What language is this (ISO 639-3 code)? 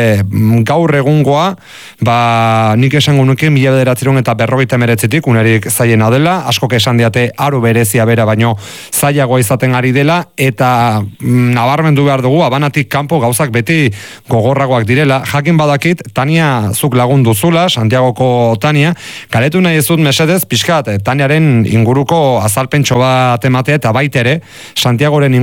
eus